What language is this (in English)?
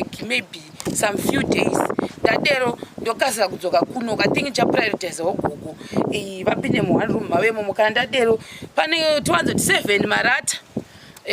Shona